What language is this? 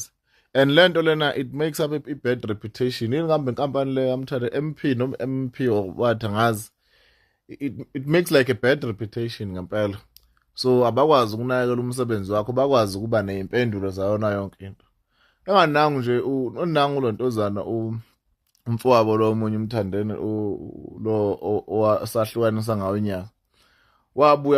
Zulu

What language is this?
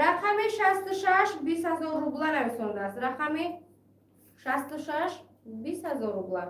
Tajik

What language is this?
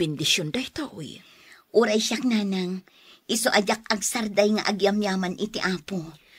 Iloko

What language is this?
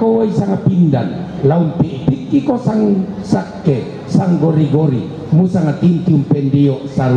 Toraja-Sa'dan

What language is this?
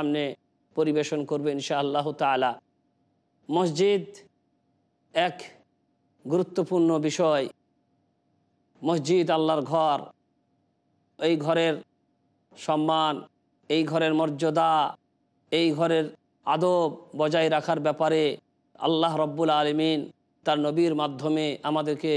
Bangla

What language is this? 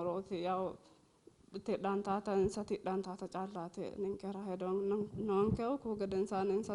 Sidamo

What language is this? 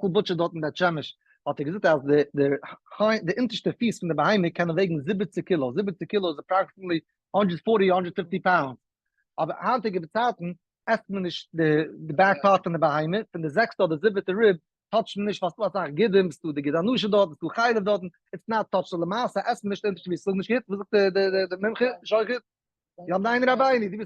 Yiddish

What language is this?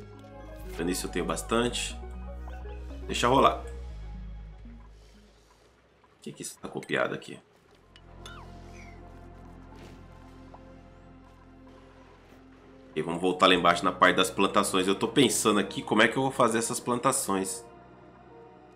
Portuguese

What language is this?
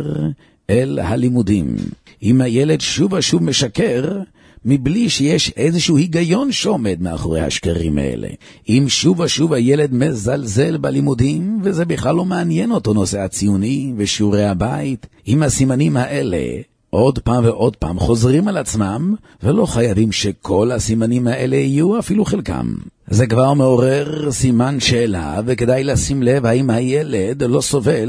Hebrew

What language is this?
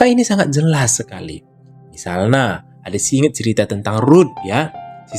Batak Karo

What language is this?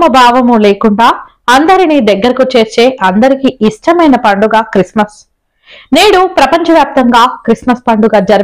Telugu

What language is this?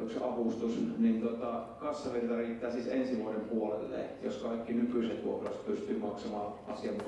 Finnish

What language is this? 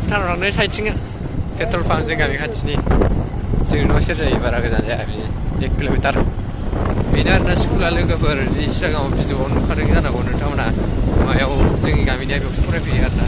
Bodo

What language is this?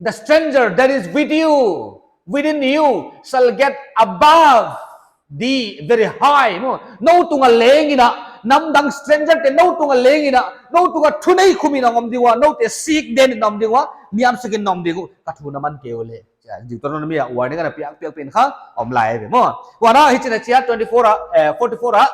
Paite Chin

